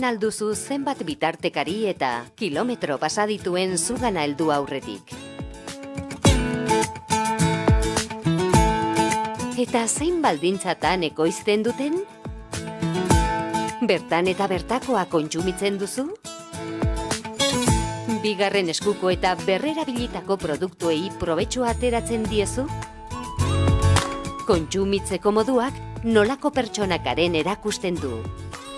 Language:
Basque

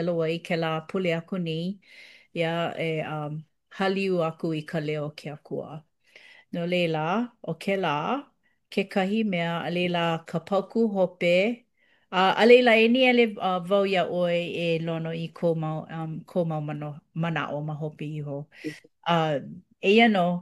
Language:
Hawaiian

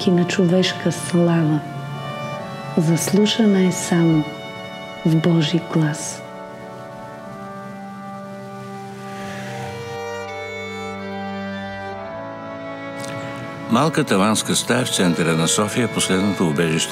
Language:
Bulgarian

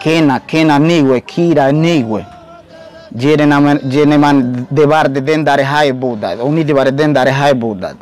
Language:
Ngäbere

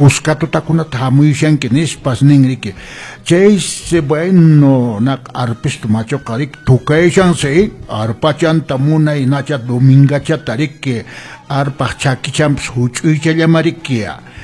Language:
Quechua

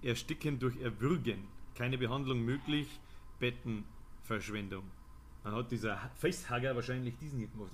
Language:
Bavarian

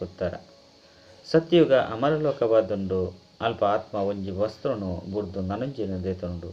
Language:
Tulu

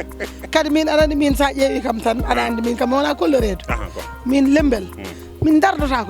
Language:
Fula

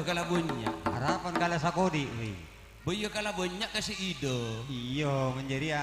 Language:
Madurese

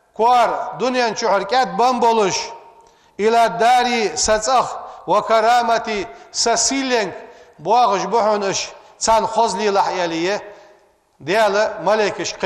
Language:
Ingush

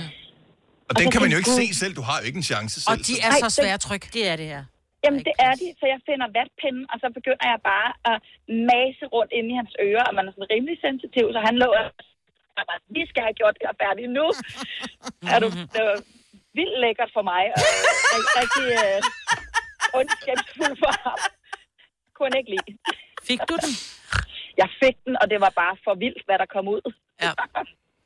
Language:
Danish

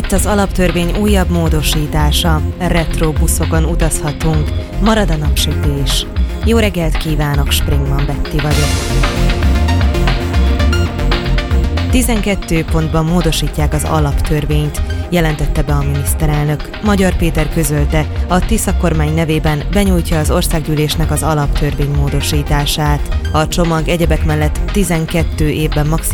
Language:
Hungarian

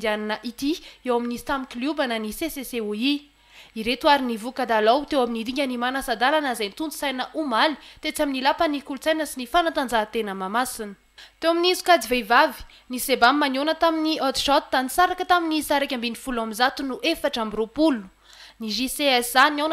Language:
Malagasy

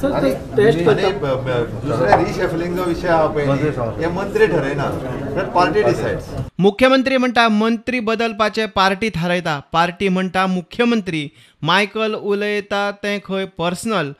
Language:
Konkani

